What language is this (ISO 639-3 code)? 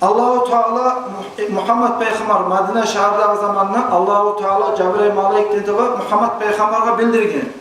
kum